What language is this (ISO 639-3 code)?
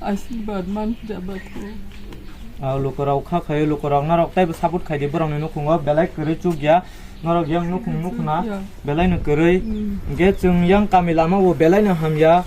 trp